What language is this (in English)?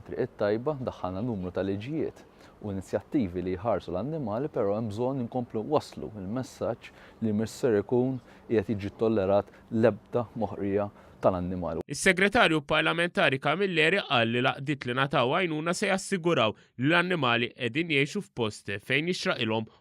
Maltese